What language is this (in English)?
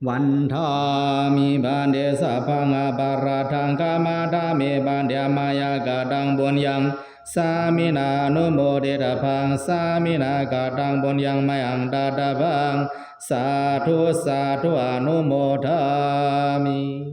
Pali